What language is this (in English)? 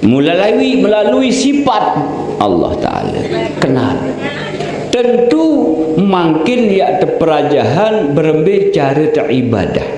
Sasak